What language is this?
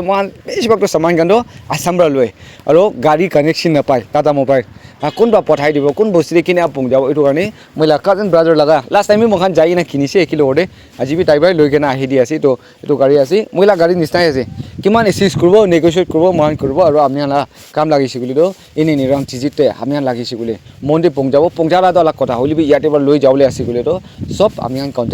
Naga Pidgin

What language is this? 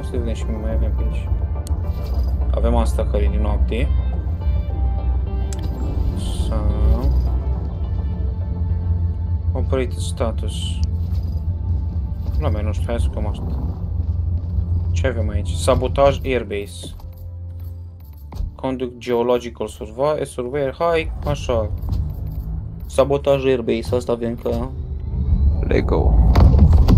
Romanian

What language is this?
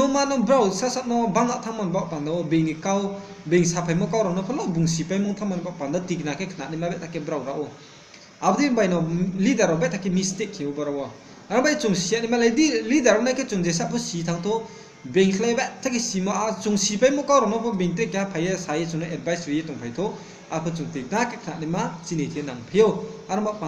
Riang (India)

